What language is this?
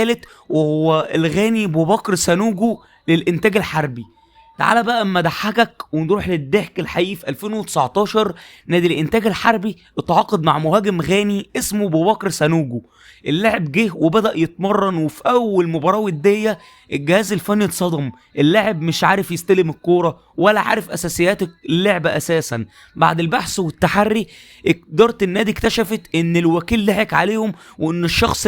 Egyptian Arabic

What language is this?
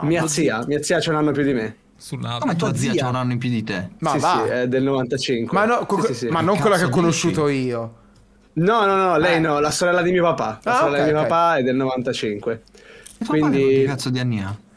Italian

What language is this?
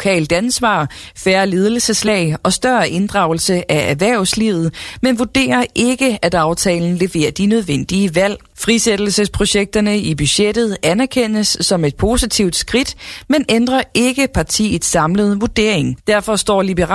Danish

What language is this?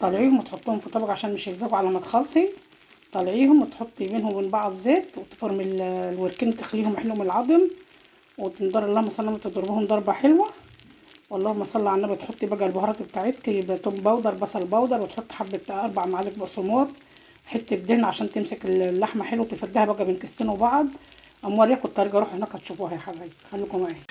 Egyptian Arabic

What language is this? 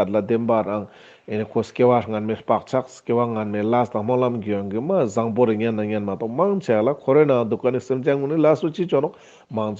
Ladakhi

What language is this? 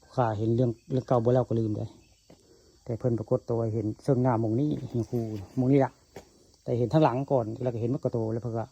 Northeastern Thai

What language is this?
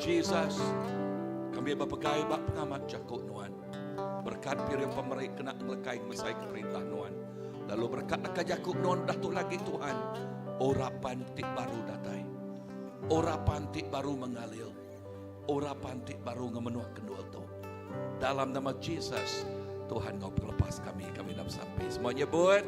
Iban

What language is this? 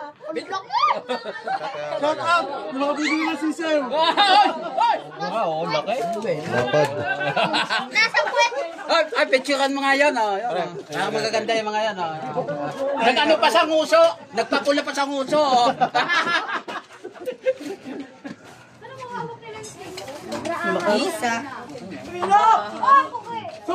Filipino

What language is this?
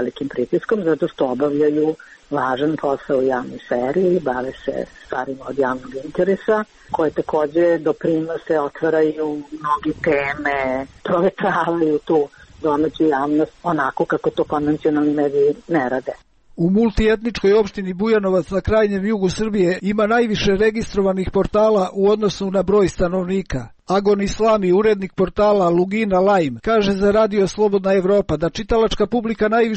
Serbian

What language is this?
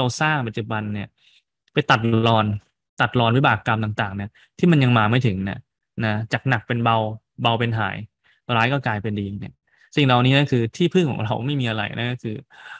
Thai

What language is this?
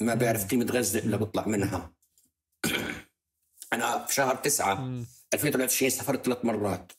North Levantine Arabic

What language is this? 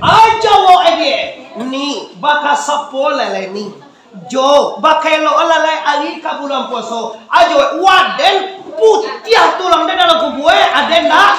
Minangkabau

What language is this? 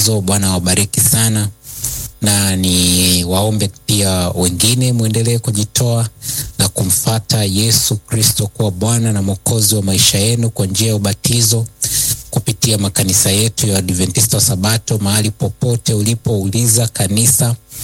Swahili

